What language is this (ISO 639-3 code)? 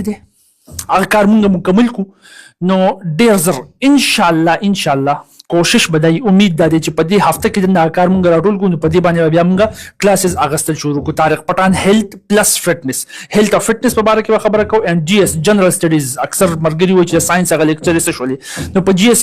pus